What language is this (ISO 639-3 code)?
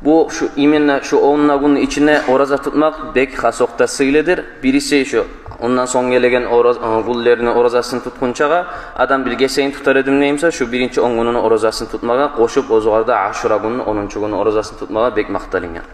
kum